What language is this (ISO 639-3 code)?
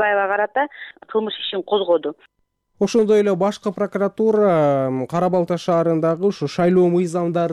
kir